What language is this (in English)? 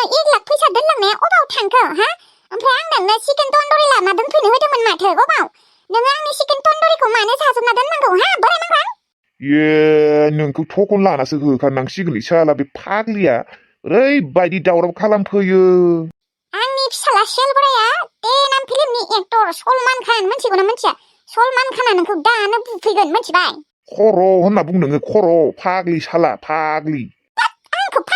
Bodo